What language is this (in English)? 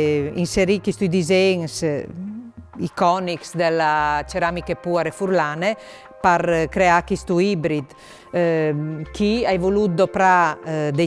Friulian